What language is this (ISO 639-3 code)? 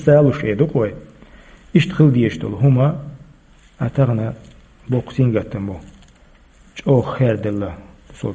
che